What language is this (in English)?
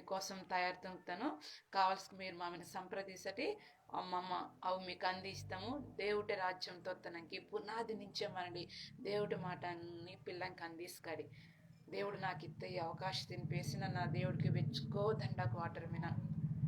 Koya